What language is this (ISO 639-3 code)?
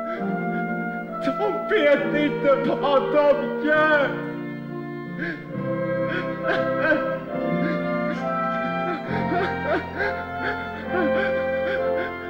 swe